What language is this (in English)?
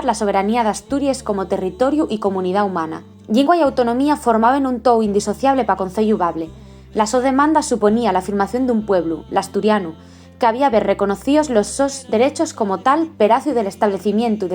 Asturian